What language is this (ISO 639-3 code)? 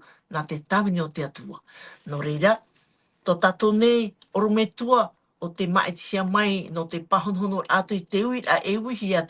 tah